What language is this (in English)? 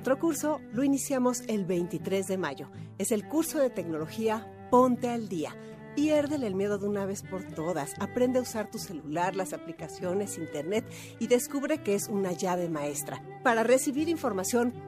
Spanish